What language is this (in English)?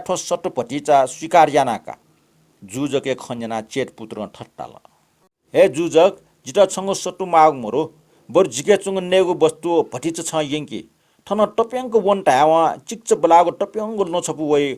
Newari